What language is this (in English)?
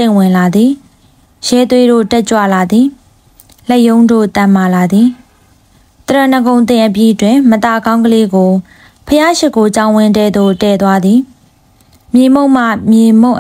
Burmese